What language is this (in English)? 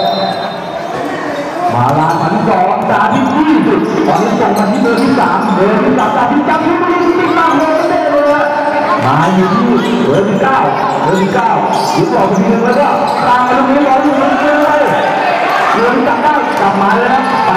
Thai